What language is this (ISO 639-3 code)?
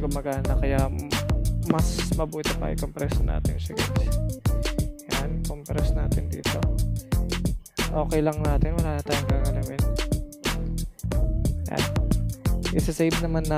fil